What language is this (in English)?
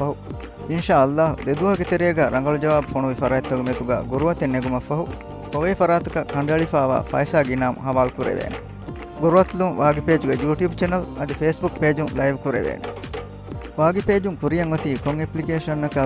Divehi